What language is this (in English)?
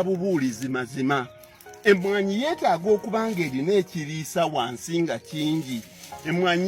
Ganda